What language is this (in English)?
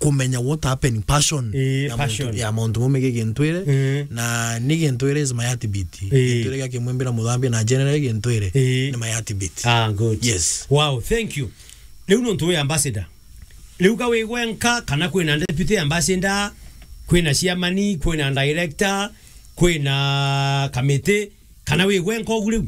Meru